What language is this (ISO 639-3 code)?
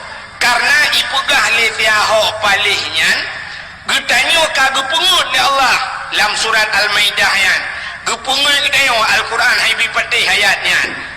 ace